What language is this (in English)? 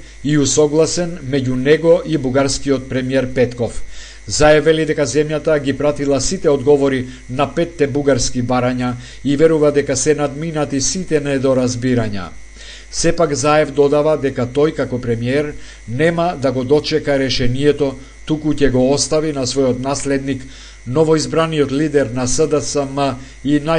Macedonian